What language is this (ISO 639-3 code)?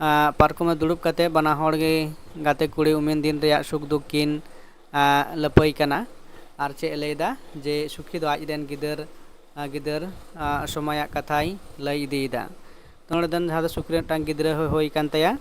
sat